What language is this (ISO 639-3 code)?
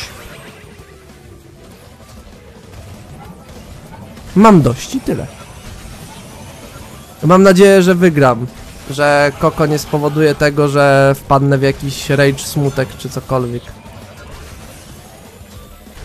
pol